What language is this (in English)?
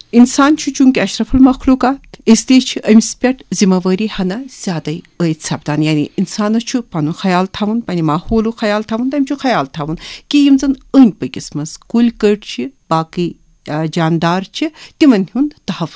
Kashmiri